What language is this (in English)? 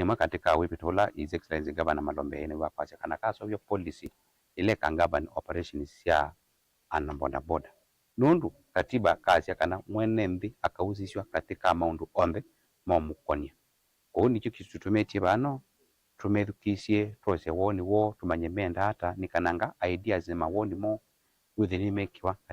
Kamba